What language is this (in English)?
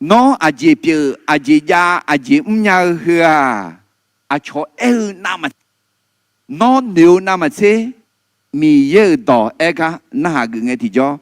Akha